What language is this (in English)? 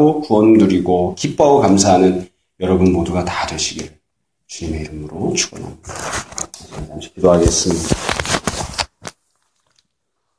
Korean